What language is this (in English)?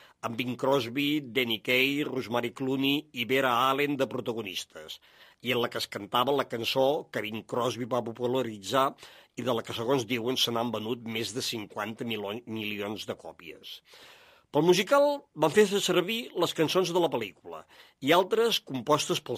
Catalan